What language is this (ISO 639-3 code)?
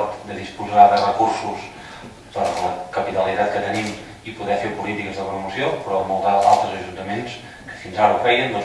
cat